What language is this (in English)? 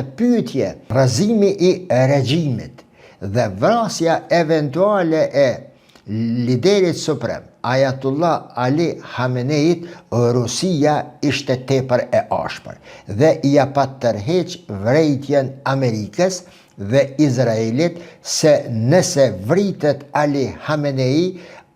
Albanian